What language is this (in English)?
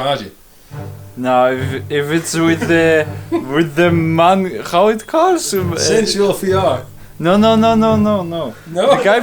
Western Frisian